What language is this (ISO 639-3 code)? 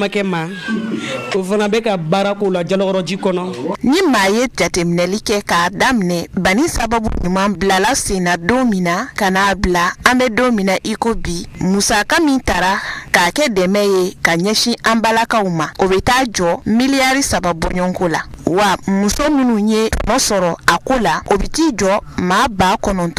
bam